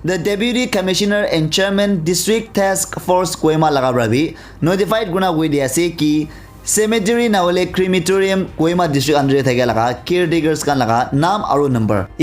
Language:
Naga Pidgin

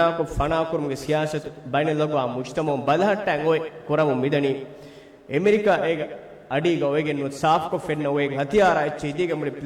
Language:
Divehi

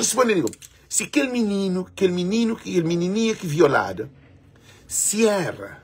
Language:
Kabuverdianu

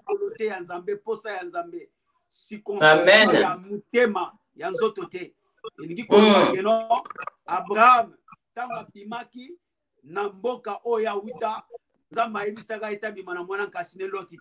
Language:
Lingala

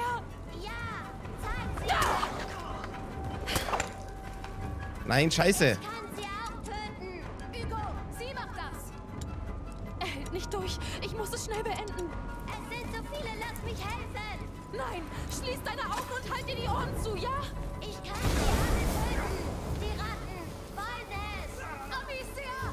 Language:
German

